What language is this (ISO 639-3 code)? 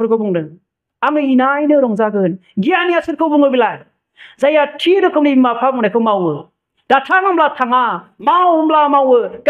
brx